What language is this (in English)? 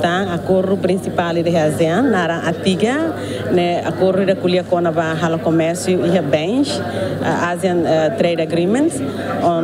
Tetum